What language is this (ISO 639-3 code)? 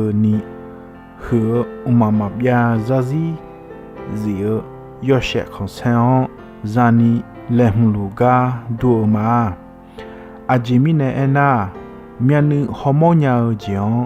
ahk